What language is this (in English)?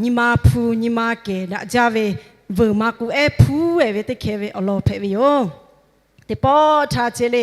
Lahu